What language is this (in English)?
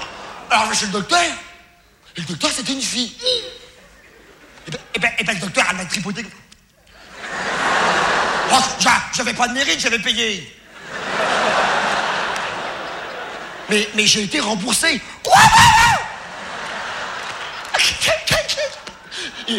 French